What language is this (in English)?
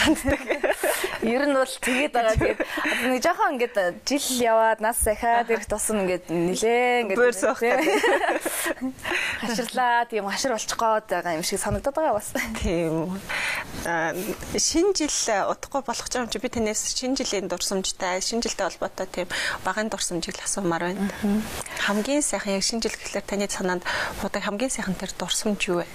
Mongolian